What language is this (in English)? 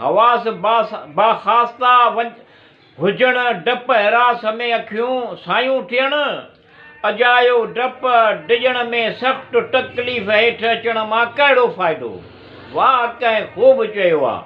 Sindhi